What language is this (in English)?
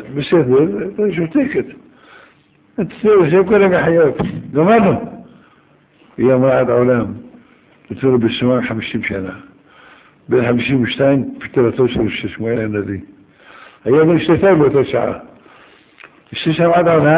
Hebrew